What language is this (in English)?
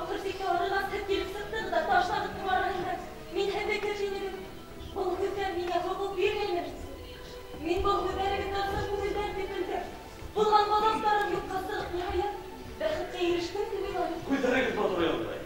Bashkir